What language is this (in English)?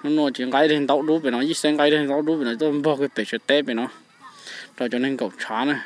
Hmong